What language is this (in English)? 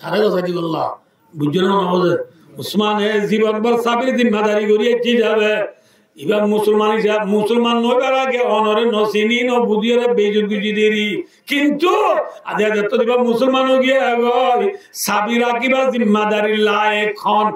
Rohingya